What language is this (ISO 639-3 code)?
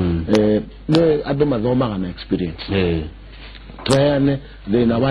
kik